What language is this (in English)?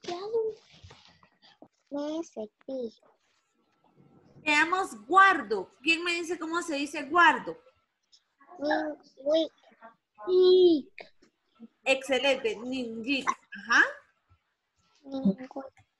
Spanish